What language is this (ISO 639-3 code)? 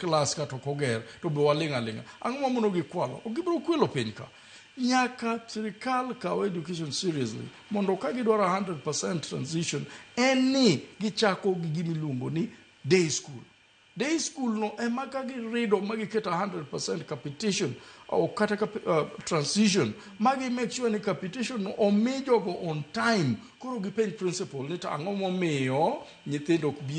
luo